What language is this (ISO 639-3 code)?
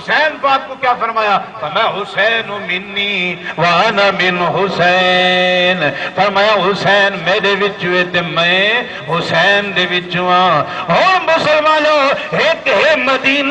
skr